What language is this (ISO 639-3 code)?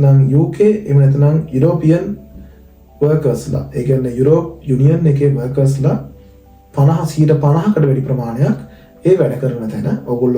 sin